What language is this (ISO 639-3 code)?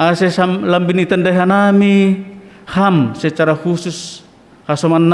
bts